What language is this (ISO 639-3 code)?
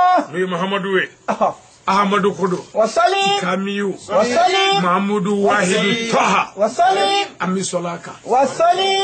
bam